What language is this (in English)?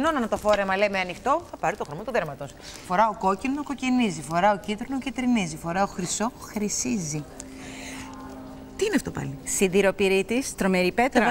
Greek